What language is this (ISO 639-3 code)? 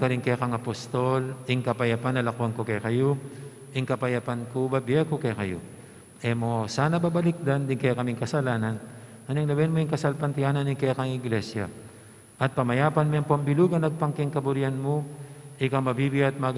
pam